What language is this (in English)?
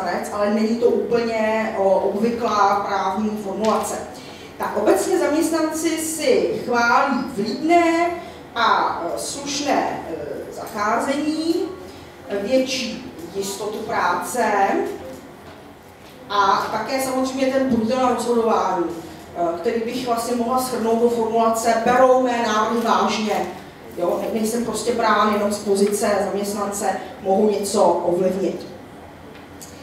Czech